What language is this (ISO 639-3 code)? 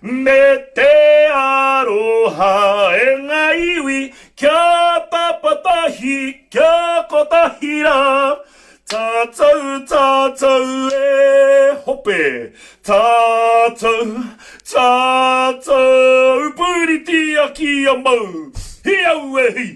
mri